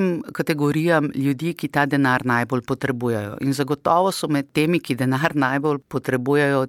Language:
Slovenian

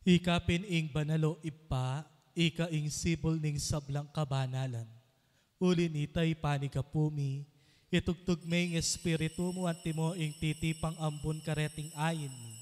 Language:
Pampanga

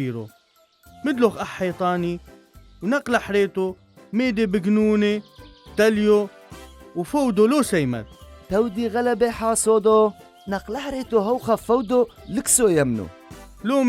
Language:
Turoyo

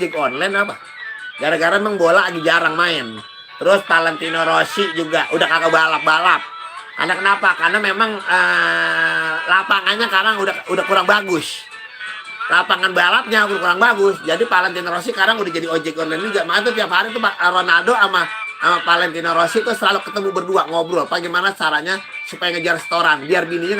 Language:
Betawi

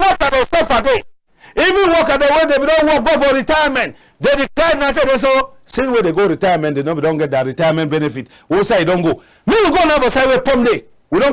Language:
Cameroon Pidgin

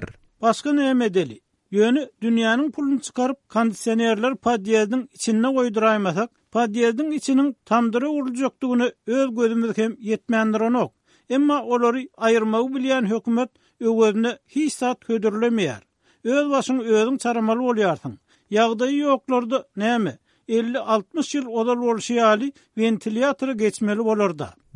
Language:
Turkmen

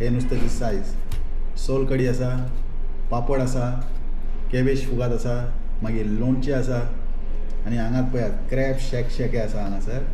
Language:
Konkani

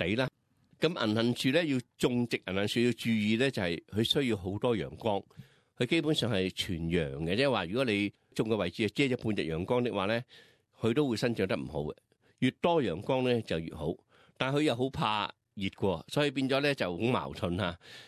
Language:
Cantonese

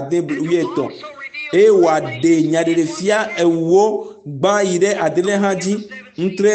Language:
Ewe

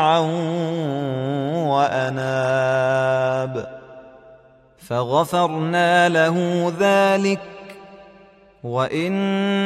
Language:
Arabic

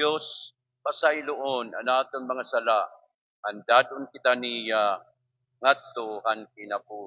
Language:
Waray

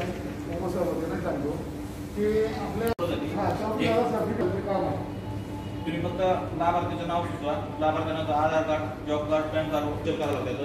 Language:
Marathi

